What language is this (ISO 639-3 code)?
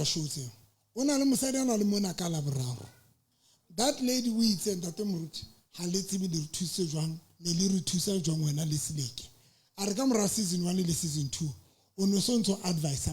sot